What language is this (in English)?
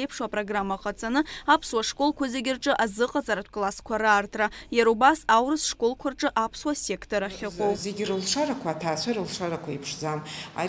Abkhazian